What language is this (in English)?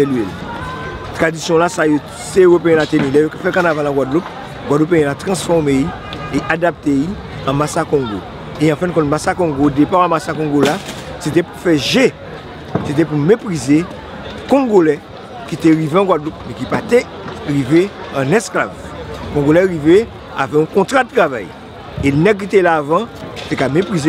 Guadeloupean Creole French